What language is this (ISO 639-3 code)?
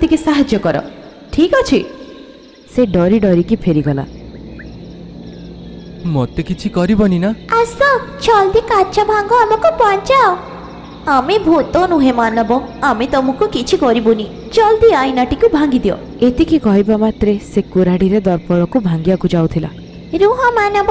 ori